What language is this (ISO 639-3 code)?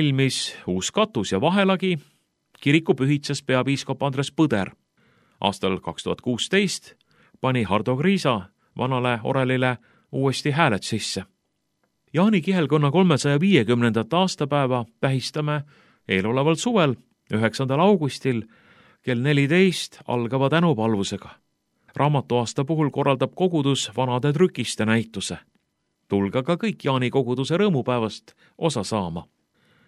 est